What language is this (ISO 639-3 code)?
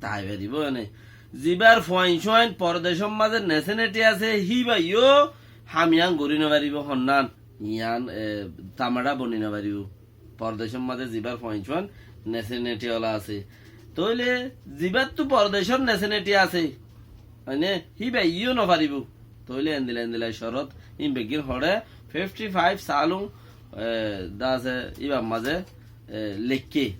rhg